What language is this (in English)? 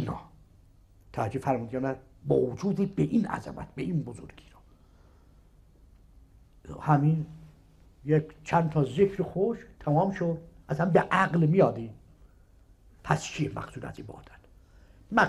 Persian